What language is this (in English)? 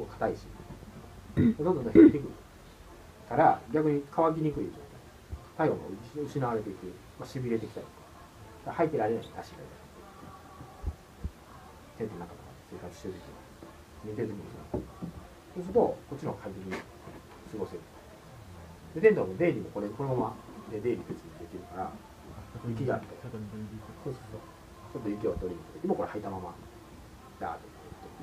Japanese